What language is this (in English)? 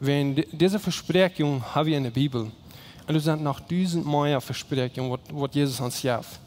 Plautdietsch